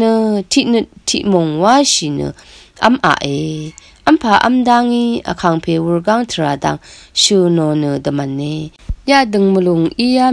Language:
Rawang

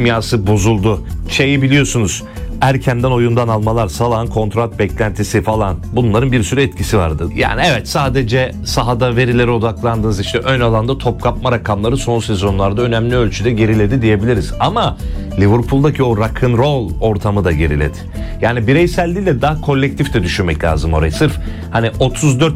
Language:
Turkish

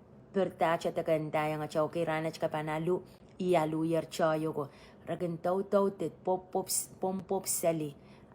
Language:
Pohnpeian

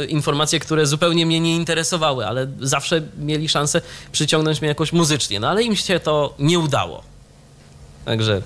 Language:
Polish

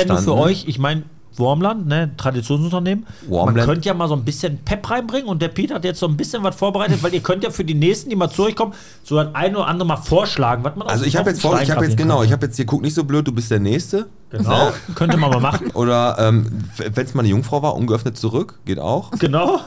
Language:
German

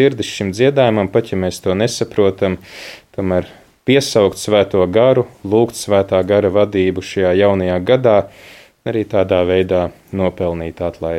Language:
Latvian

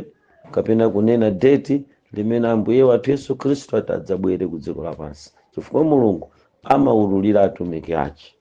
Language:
Nyanja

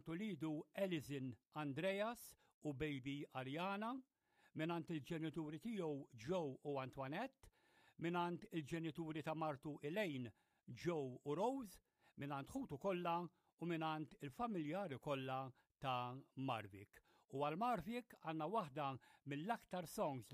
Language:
Maltese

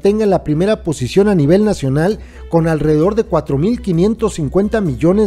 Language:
Spanish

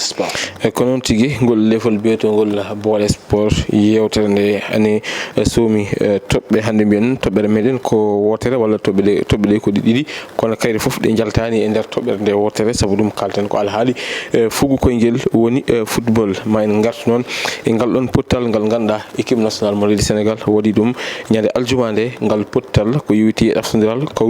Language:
Fula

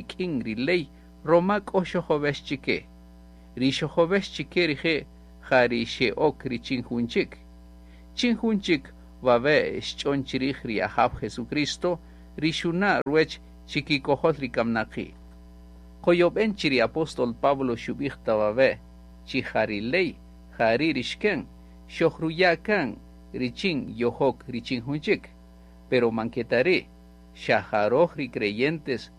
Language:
Kaqchikel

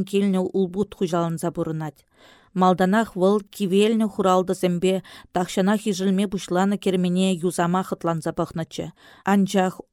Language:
Chuvash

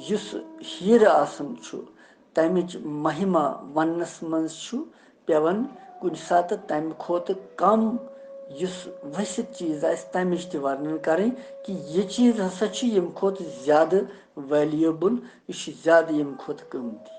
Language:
Kashmiri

